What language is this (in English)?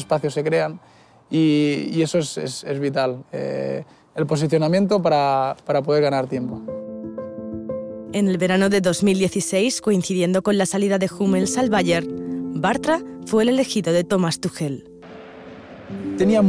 Spanish